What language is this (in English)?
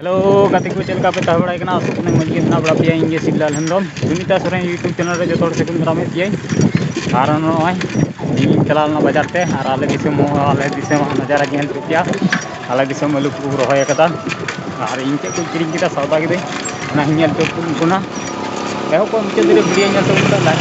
Santali